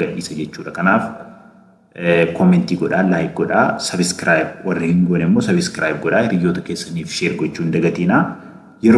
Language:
Oromo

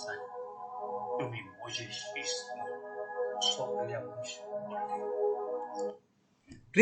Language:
Konkani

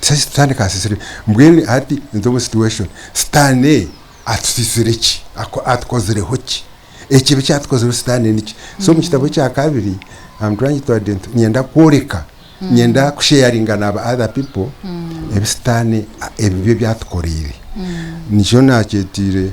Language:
Nyankole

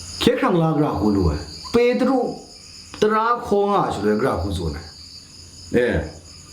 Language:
Kachin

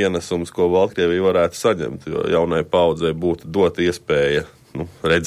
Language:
Latvian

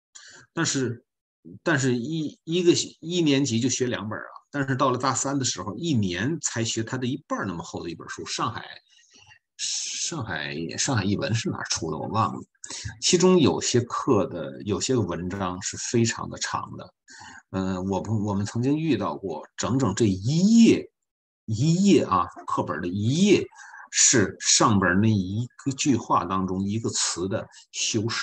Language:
Chinese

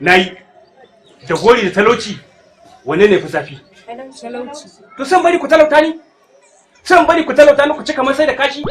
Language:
Hausa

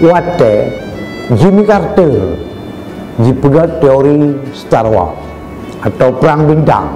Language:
Achinese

